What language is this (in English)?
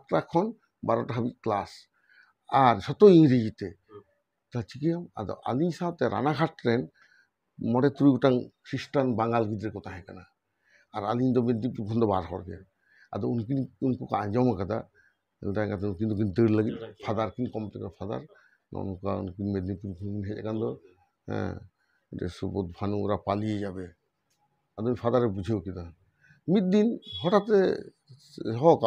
Santali